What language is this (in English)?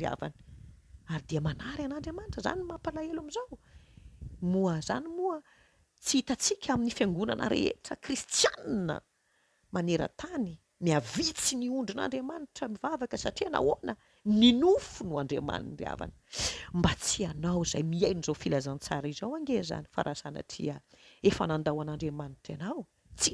Malagasy